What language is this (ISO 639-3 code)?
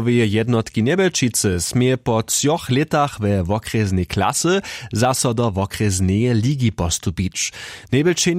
hsb